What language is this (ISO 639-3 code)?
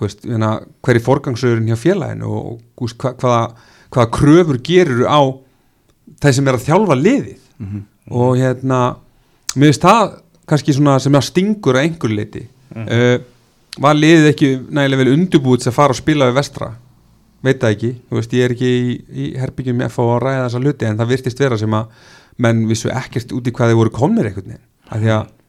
isl